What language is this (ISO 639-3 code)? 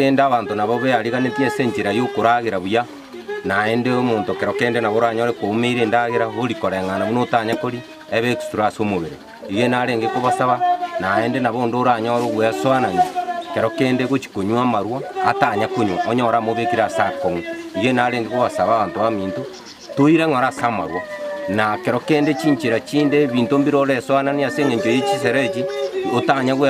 guz